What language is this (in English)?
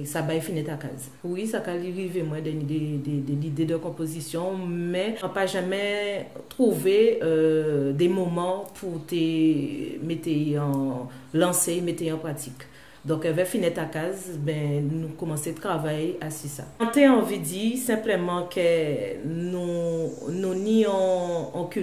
Guadeloupean Creole French